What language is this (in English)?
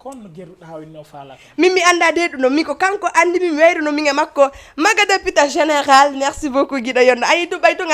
Fula